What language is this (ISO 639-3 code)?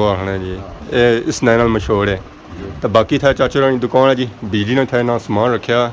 phr